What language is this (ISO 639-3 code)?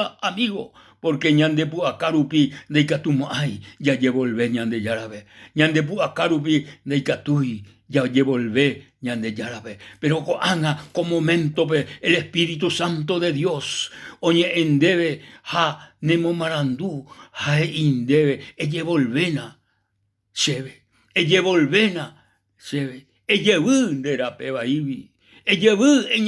grn